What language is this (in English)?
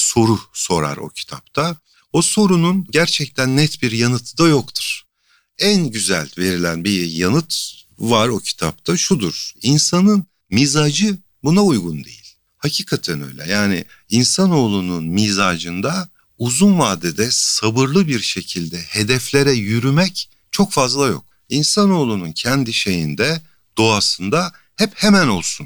Turkish